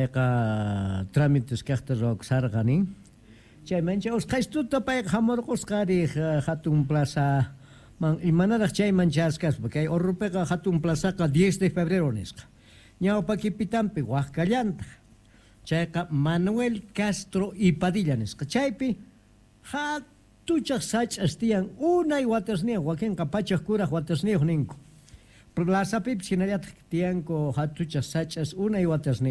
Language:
South Bolivian Quechua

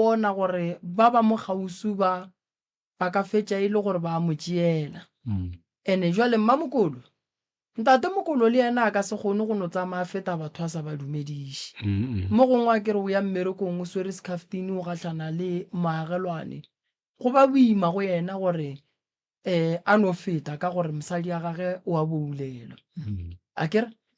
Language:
Northern Sotho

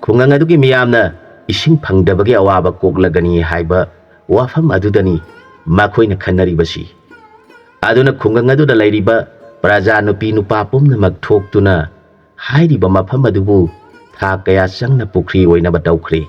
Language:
Manipuri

